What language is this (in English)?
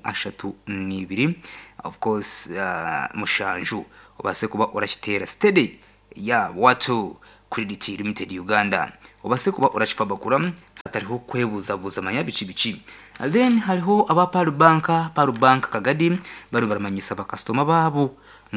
Nyankole